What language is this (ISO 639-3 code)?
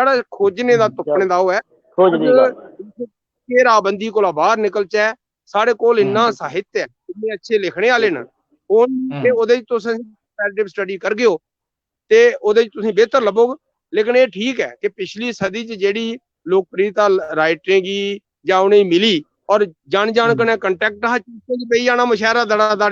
doi